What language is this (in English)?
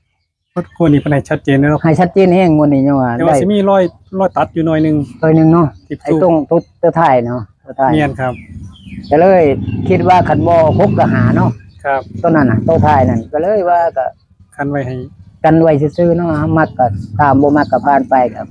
Northeastern Thai